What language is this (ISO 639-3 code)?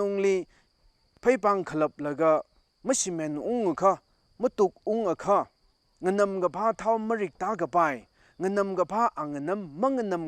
nmf